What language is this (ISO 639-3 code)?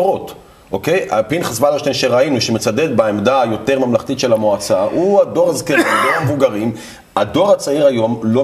heb